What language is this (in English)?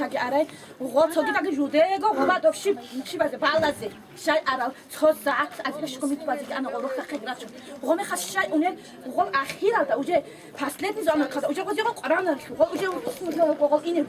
Avaric